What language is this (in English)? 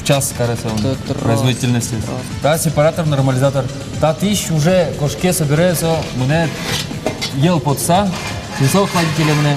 Udmurt